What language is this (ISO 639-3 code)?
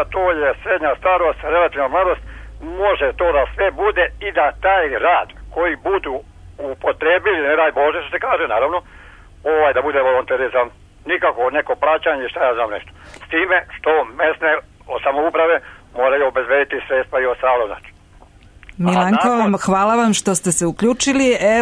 srp